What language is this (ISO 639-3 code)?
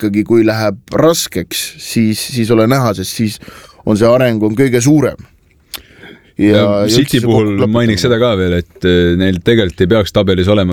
est